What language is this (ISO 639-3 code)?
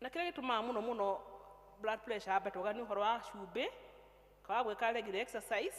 kik